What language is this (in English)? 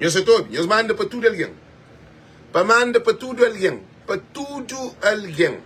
Kabuverdianu